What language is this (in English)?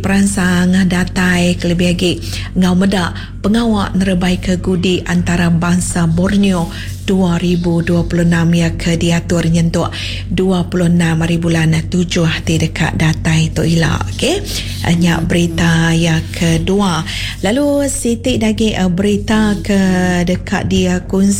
Iban